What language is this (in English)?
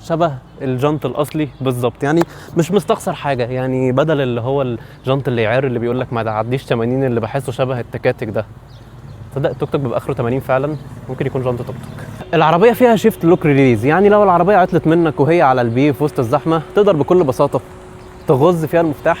Egyptian Arabic